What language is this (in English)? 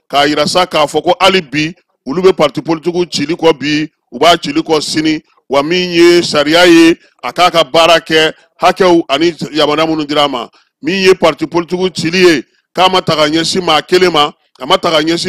Bambara